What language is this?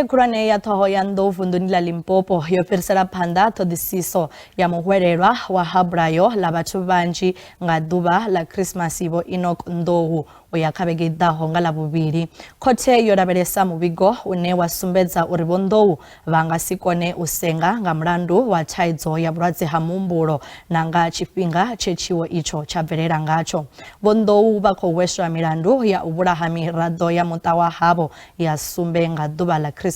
Venda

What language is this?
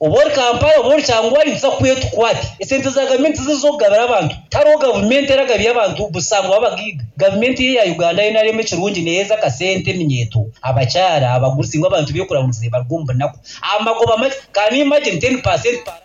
Nyankole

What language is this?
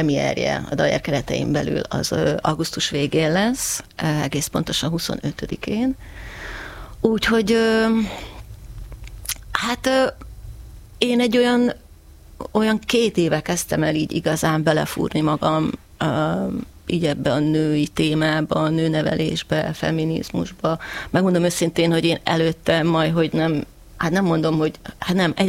Hungarian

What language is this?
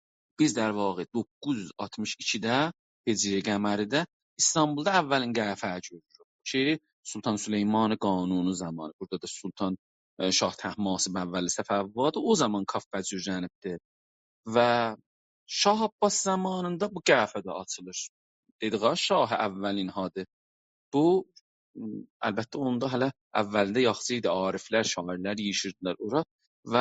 South Azerbaijani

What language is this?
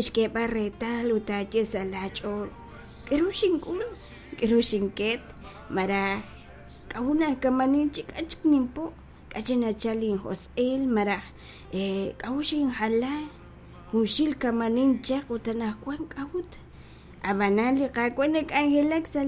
Kekchí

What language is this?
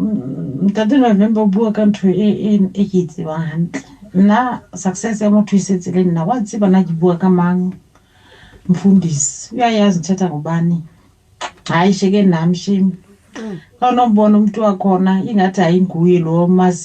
Southern Sotho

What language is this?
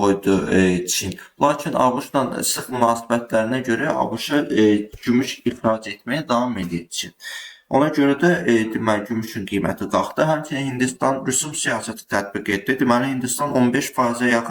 Azerbaijani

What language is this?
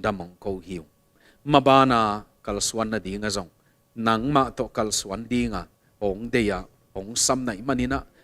Tedim Chin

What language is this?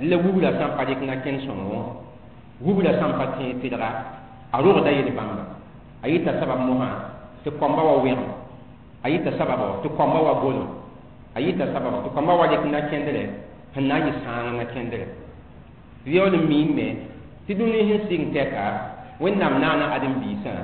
Mossi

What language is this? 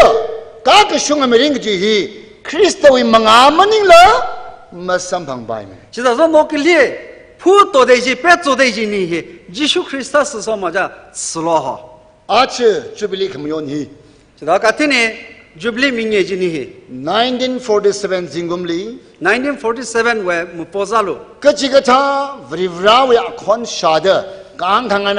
Tangkhul Naga (India)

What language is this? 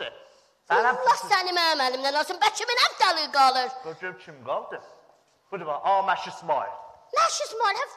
South Azerbaijani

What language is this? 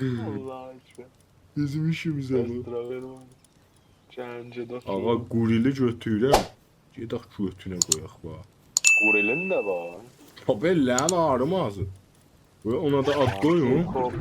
South Azerbaijani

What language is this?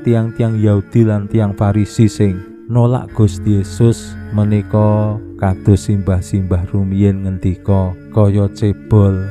Javanese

